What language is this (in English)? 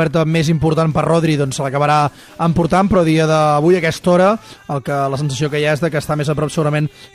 Catalan